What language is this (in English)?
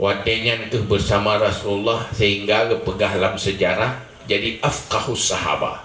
Achinese